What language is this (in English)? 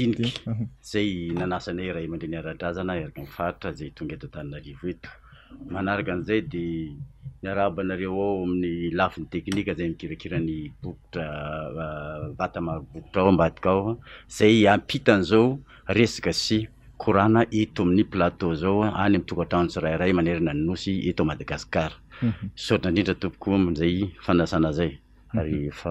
Malagasy